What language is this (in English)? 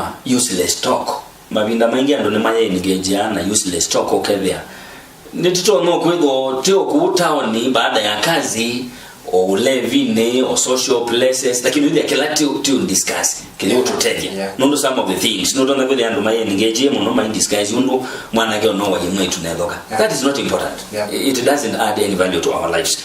Kamba